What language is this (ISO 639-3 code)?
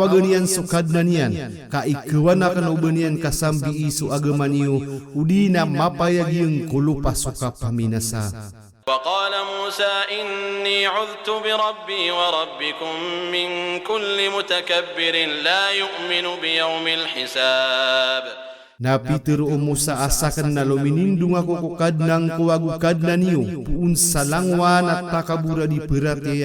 mrw